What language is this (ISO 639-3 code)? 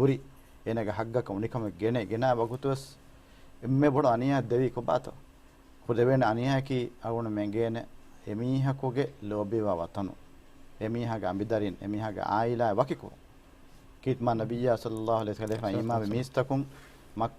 div